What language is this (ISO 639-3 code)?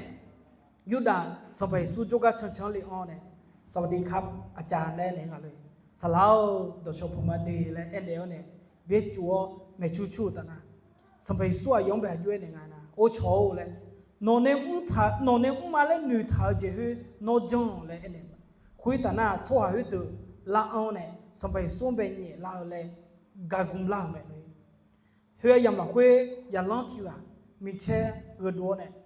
ahk